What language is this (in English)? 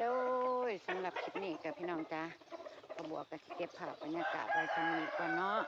Northeastern Thai